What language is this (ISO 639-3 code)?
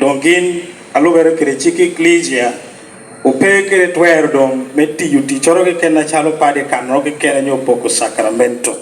laj